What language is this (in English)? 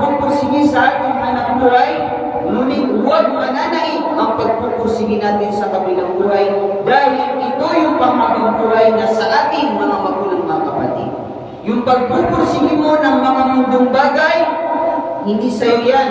Maranao